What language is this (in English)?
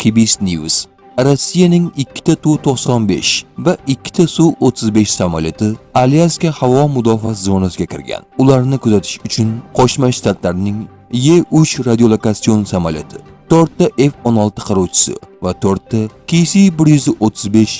Uzbek